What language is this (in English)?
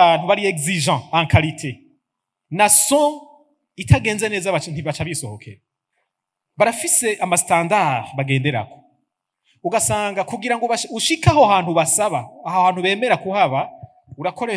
Rundi